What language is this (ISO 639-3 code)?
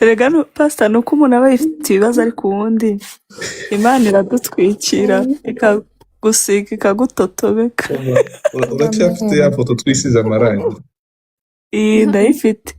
kin